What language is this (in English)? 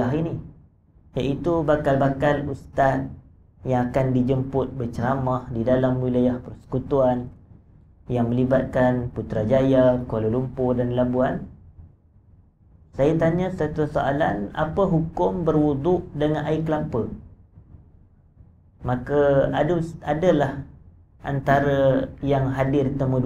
Malay